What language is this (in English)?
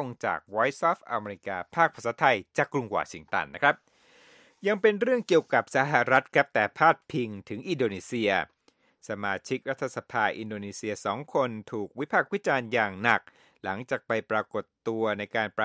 Thai